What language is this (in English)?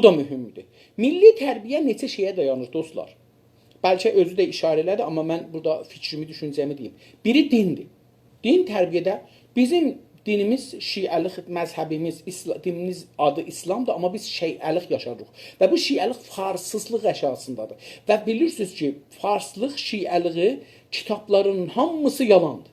South Azerbaijani